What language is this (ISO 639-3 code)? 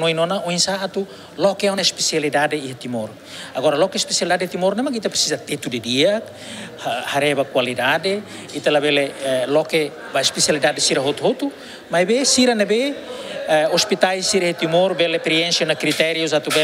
tet